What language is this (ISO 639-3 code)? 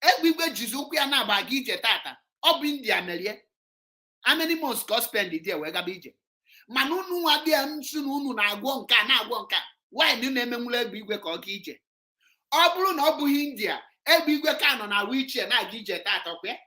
ibo